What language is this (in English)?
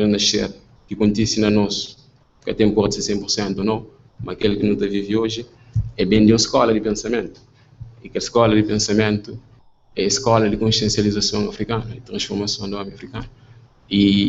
Kabuverdianu